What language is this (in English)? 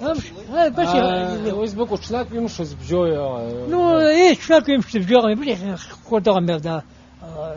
Abkhazian